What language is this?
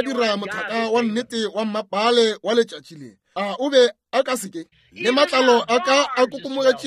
Northern Sotho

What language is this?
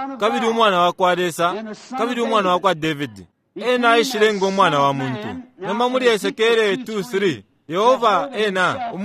Bemba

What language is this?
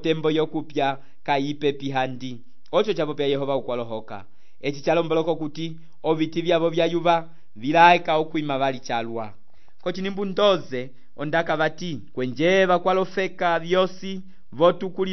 Umbundu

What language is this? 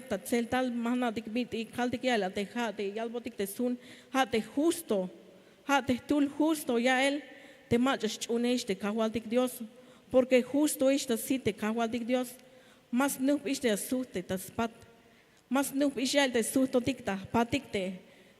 Tzeltal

